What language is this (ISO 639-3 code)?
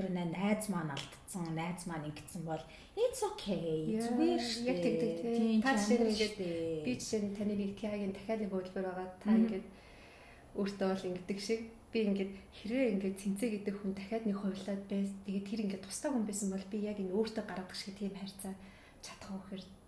mon